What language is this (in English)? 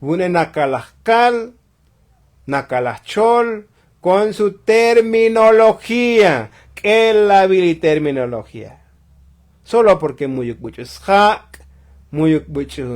Tzotzil